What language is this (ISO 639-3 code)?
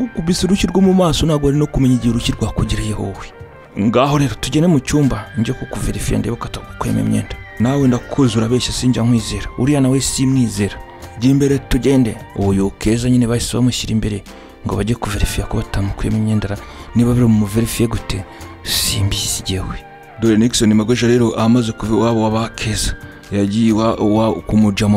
kin